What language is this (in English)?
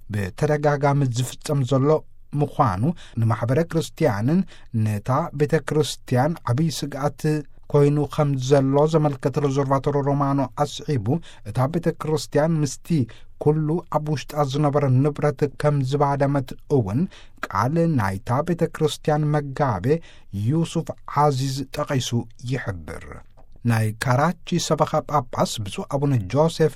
Tigrinya